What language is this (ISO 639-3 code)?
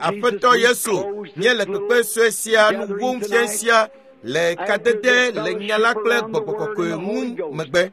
ewe